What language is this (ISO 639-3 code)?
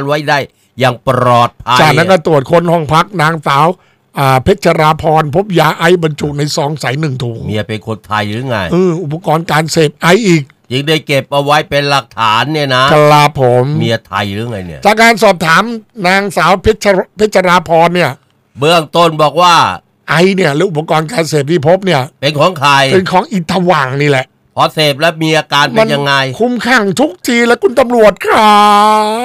tha